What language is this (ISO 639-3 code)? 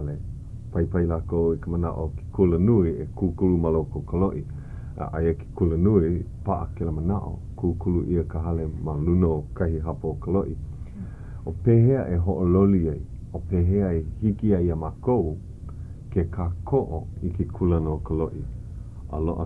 haw